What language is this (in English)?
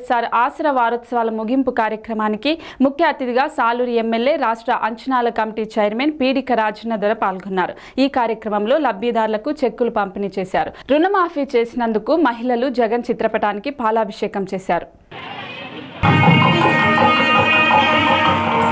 Telugu